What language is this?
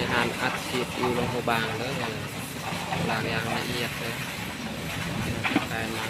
Lao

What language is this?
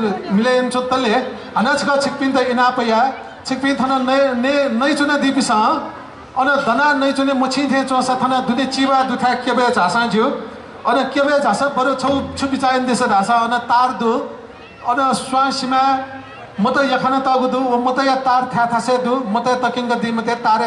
Newari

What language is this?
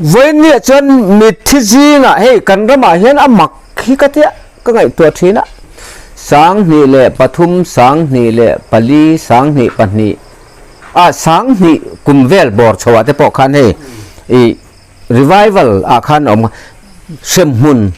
Mizo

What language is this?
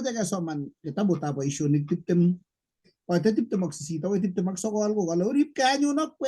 Kalenjin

